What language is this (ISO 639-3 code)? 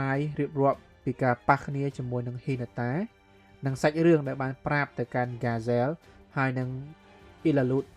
khm